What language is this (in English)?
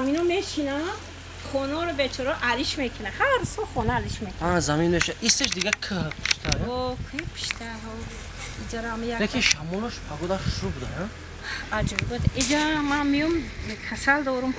Tajik